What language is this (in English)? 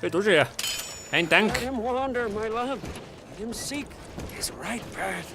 Bavarian